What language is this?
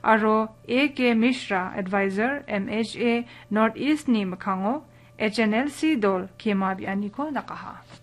Garo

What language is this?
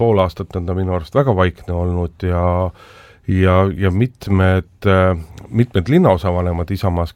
Estonian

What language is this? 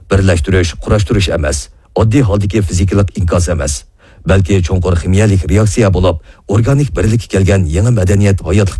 Uyghur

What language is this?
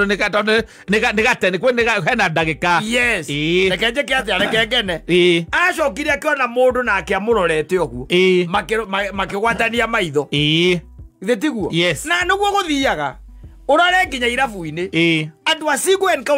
Kikuyu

